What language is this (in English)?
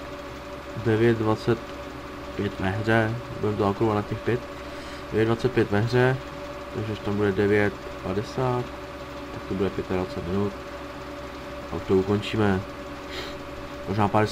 Czech